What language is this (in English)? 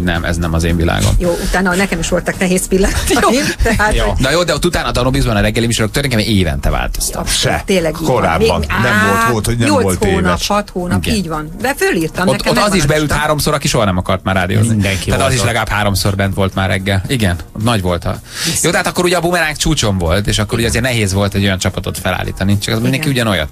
Hungarian